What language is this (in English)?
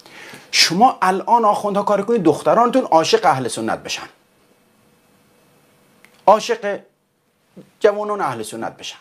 Persian